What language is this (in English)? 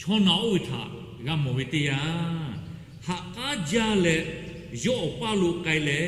Lahu